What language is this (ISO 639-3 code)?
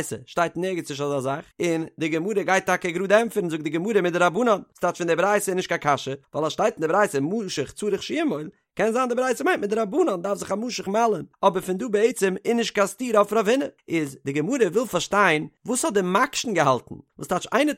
yid